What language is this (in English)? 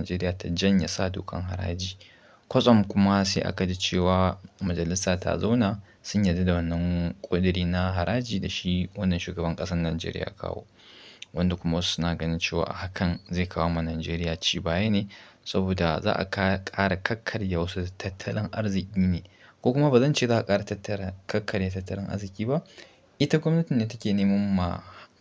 Hausa